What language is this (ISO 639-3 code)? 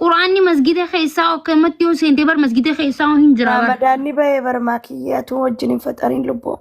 orm